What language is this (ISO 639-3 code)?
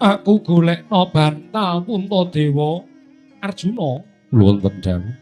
jav